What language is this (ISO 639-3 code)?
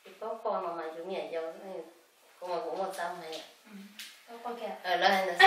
hmn